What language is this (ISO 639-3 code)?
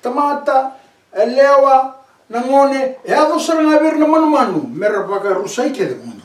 fij